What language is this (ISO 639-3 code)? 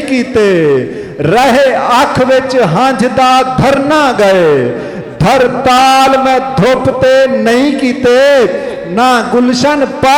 skr